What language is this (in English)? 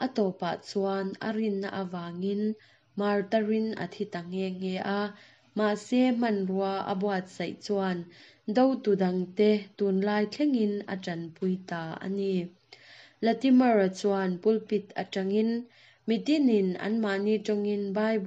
Mizo